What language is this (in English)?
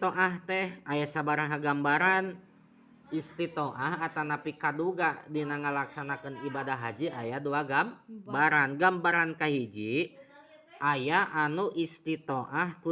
Sundanese